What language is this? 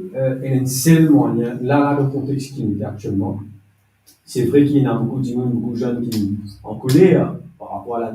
Morisyen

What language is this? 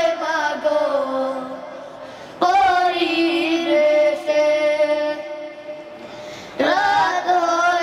Bangla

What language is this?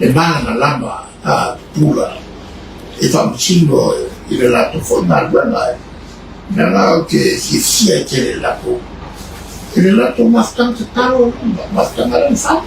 Samoan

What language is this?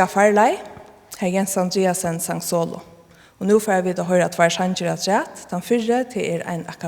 Faroese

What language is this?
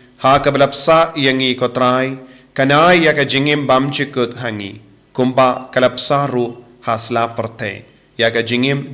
Khasi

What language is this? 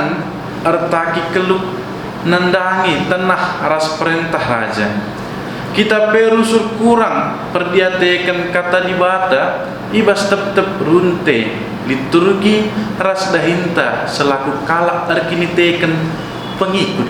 Batak Karo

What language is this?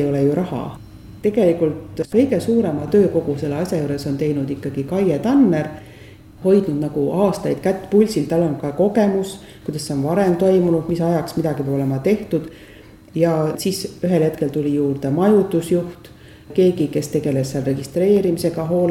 Estonian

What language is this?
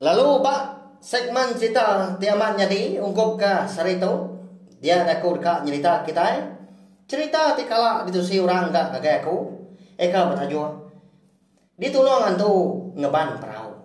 Iban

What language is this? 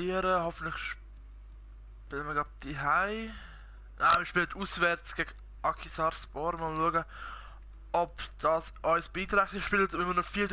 Swiss German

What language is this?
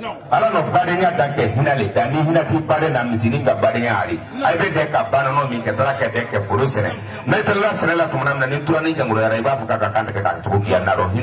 Bambara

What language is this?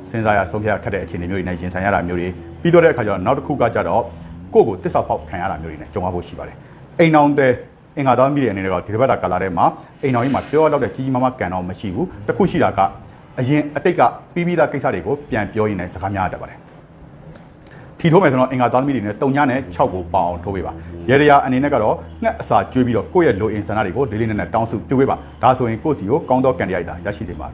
Burmese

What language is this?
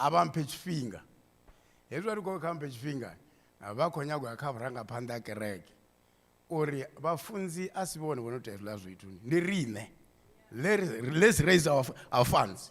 Venda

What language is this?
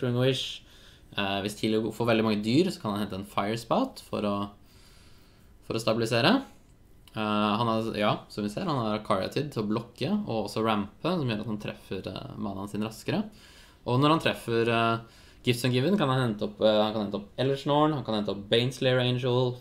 Norwegian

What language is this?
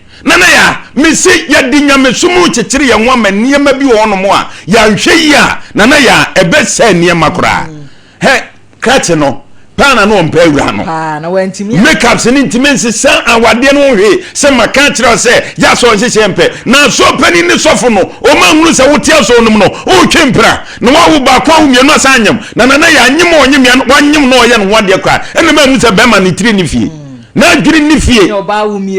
Akan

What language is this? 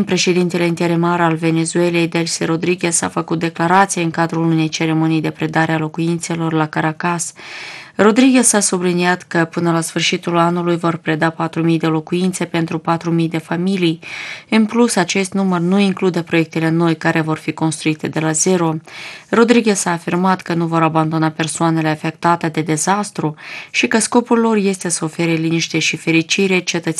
Romanian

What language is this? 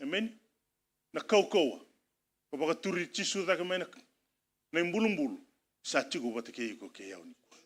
Fijian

